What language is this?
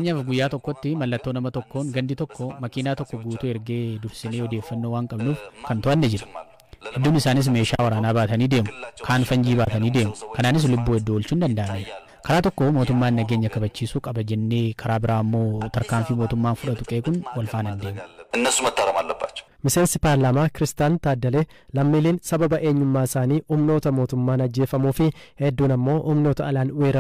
Oromo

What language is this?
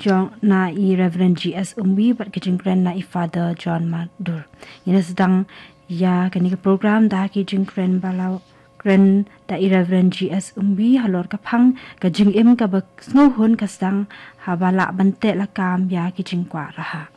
Khasi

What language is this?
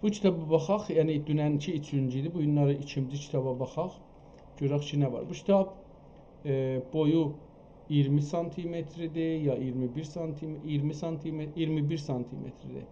South Azerbaijani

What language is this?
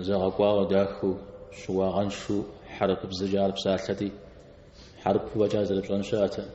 Kabardian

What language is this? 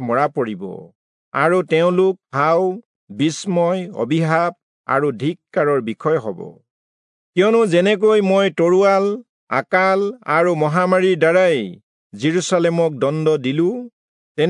Assamese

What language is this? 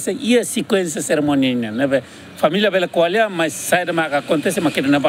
Tetum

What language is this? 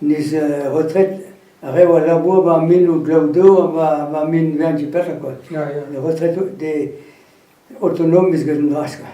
Breton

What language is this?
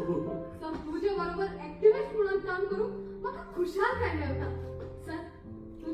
Konkani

